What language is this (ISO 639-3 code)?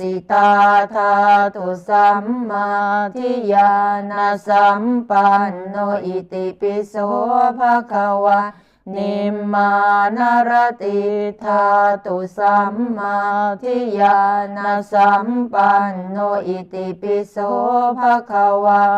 pli